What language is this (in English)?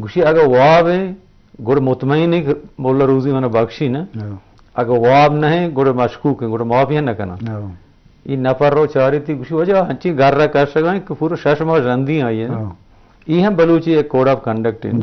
Eastern Balochi